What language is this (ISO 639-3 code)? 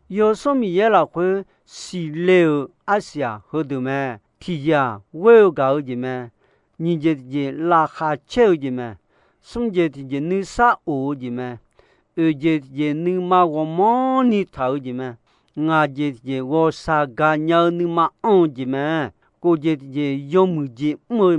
ahk